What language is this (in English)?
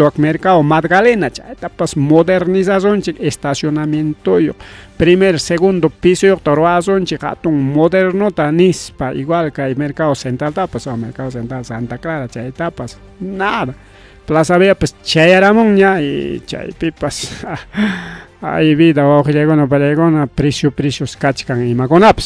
Ayacucho Quechua